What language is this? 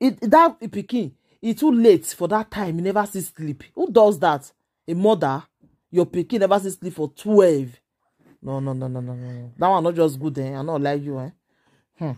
Nigerian Pidgin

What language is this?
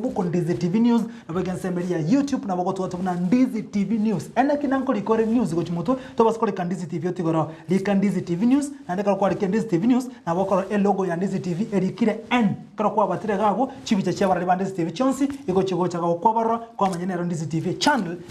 Gusii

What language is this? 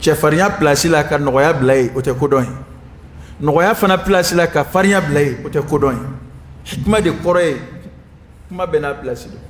Dyula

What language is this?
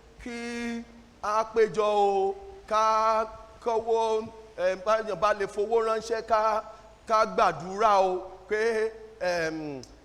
Yoruba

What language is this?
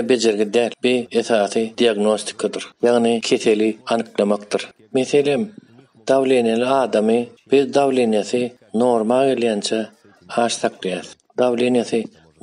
Turkmen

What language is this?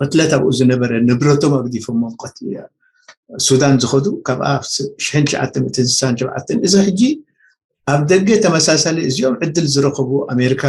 Tigrinya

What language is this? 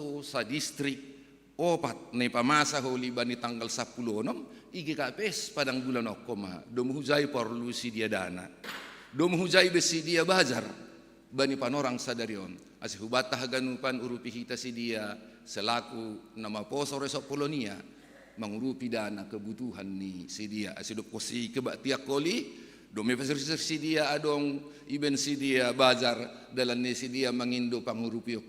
Batak Simalungun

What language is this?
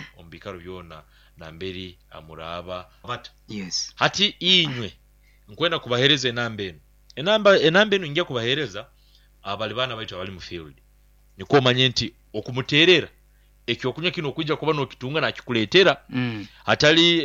Nyoro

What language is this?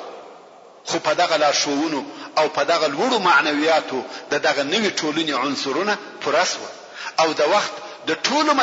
Pashto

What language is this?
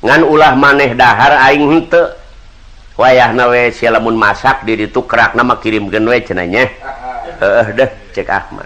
Sundanese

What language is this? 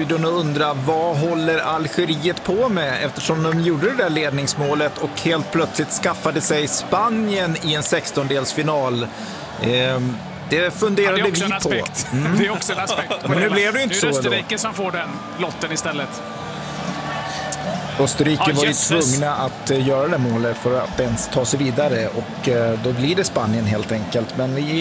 Swedish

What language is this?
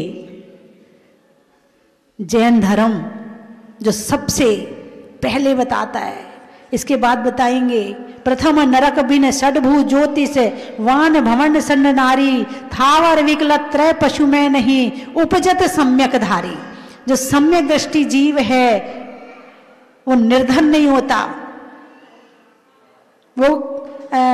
Hindi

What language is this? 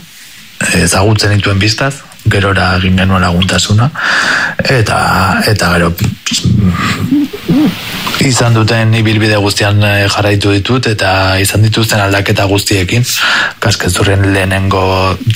Basque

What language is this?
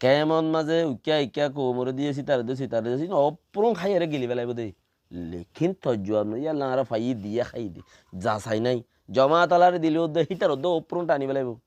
Rohingya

